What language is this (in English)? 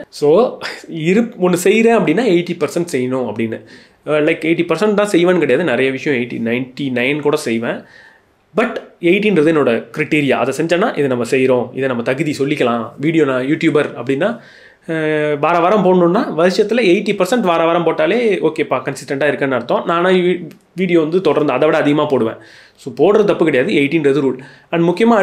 Tamil